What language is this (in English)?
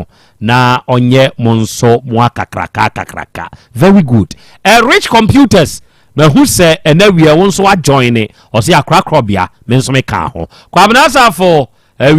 Akan